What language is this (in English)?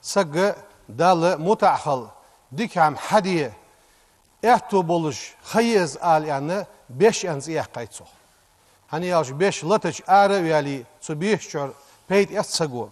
Ingush